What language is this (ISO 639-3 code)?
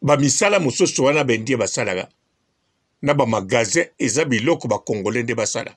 lin